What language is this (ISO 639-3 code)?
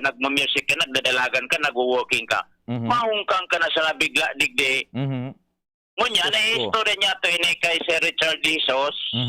bik